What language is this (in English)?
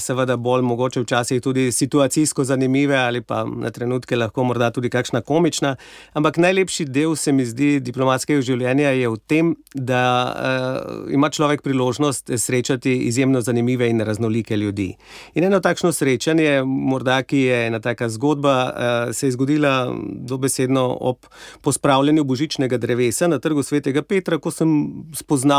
Slovenian